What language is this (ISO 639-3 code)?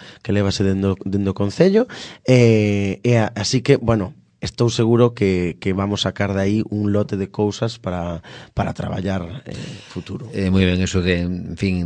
glg